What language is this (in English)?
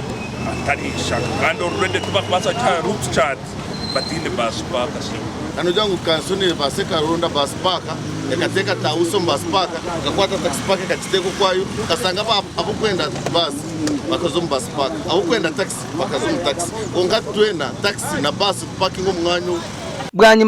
Nyankole